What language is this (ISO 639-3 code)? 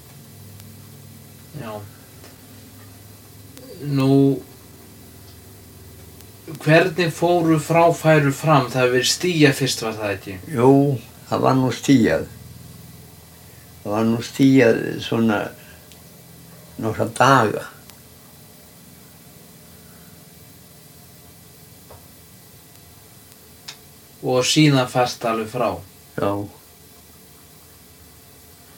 isl